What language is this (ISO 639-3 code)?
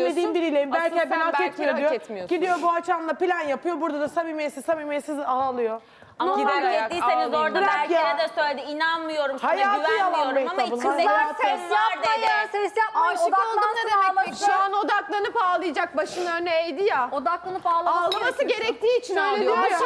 tur